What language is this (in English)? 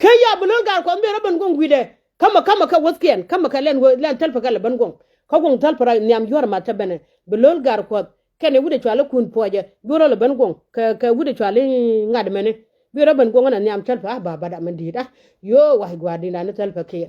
Nuer